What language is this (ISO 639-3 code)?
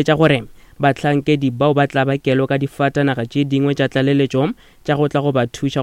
nso